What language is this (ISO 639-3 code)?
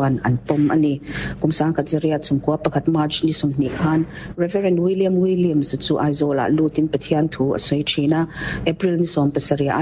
lus